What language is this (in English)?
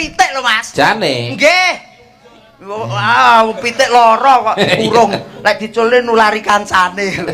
Javanese